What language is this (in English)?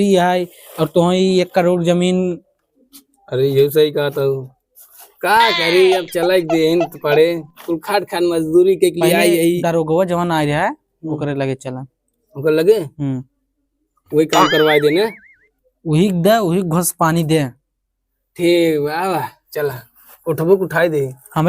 Awadhi